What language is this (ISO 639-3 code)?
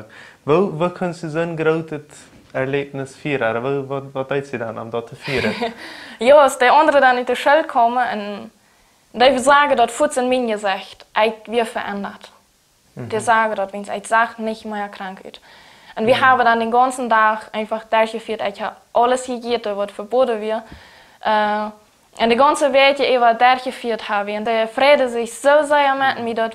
deu